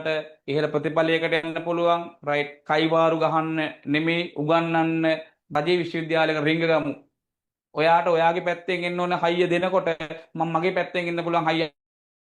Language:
Sinhala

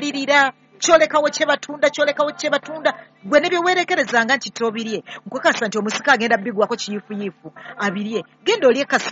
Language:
Ganda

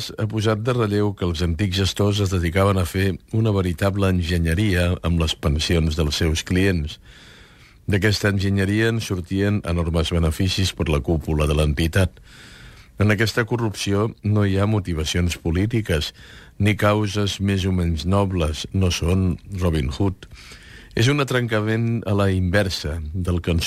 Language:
Catalan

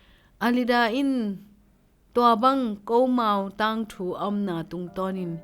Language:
Tedim Chin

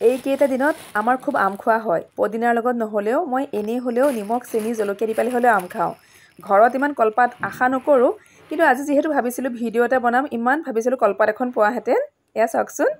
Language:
Assamese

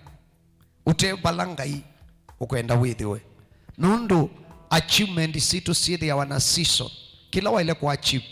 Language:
Kamba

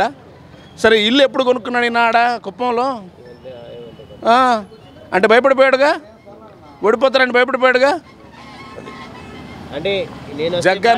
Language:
Telugu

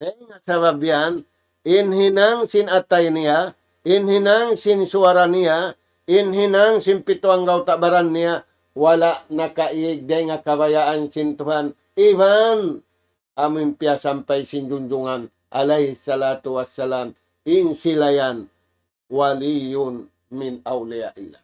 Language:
Tausug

